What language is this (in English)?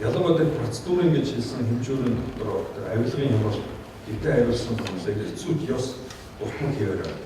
Mongolian